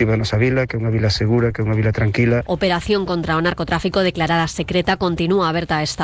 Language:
Galician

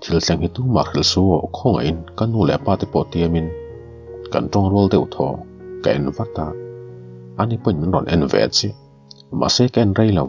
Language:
Mizo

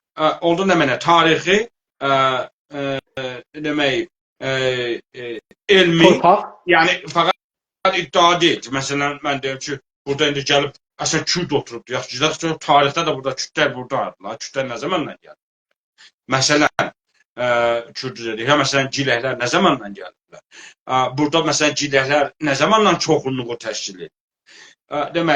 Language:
South Azerbaijani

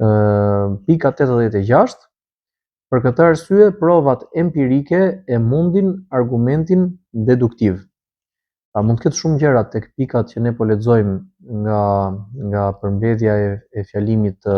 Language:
Albanian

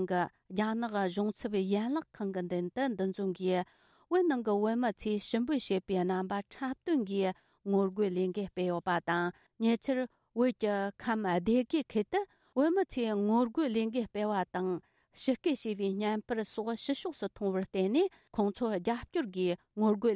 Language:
Tibetan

